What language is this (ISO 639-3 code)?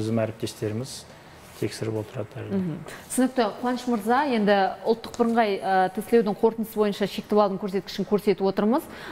kaz